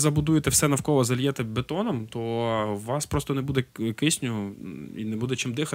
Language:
Ukrainian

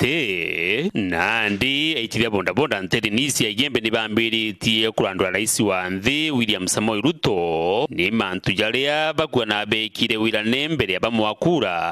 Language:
Meru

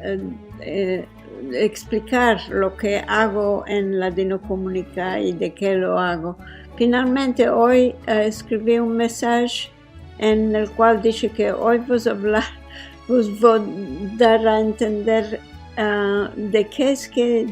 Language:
Ladino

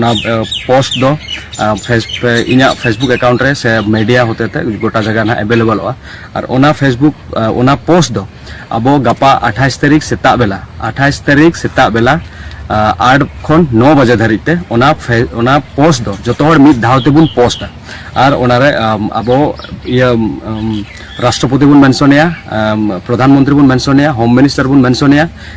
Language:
Santali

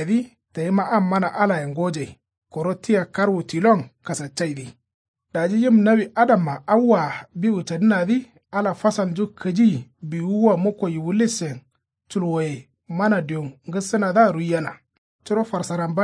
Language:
Kanuri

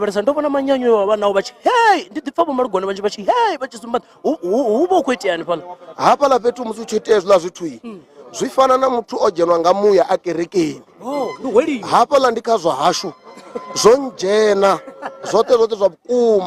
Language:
Venda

